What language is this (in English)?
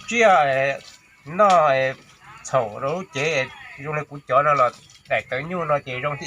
Hmong